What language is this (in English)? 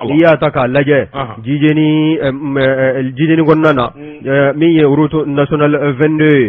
Bambara